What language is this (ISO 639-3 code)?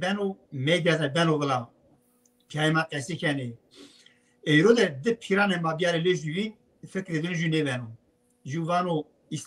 zza